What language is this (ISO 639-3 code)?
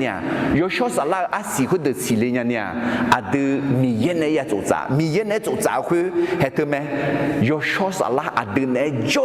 ahk